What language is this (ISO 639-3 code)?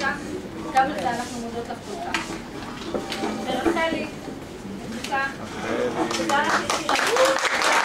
heb